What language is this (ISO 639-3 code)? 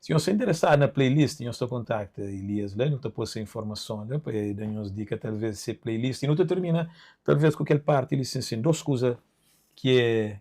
kea